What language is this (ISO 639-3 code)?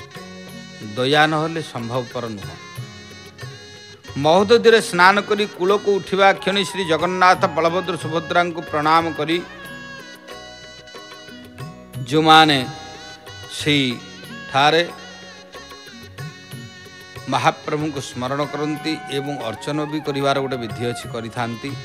ori